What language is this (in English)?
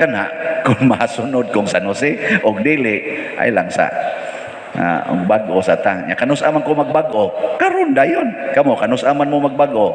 Cebuano